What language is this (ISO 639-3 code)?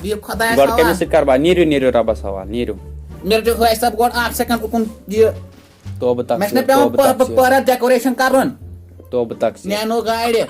kas